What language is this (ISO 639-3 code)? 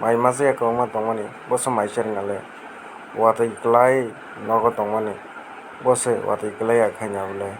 trp